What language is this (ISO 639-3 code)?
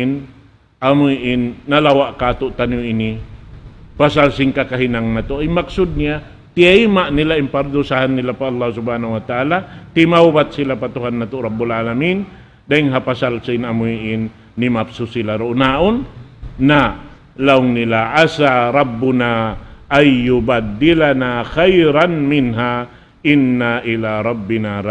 tsg